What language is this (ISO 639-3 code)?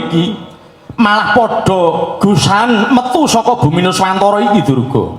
jav